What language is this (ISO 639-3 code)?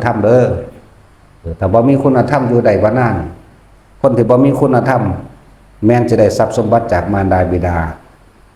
lao